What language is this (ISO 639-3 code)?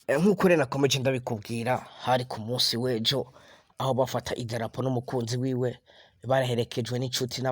run